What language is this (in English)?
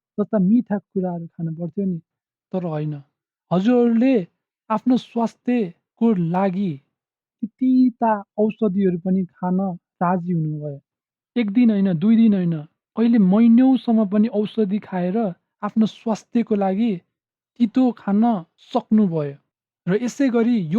Nepali